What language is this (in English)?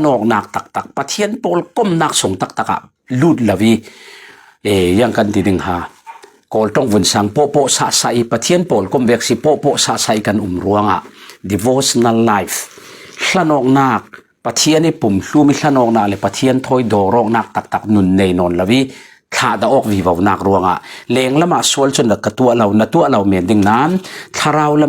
Falam Chin